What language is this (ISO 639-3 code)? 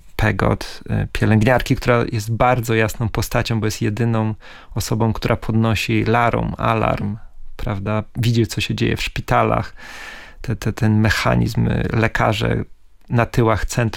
pol